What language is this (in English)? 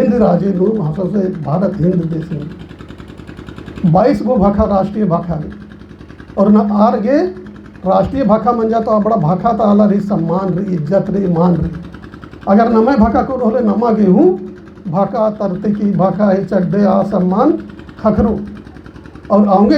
Kurukh